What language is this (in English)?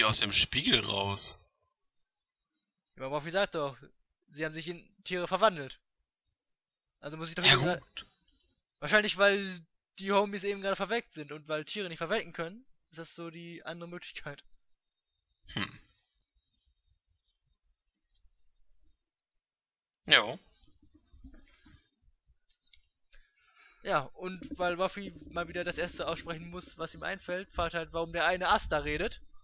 German